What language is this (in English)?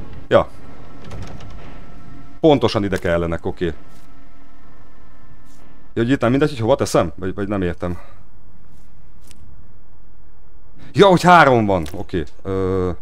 Hungarian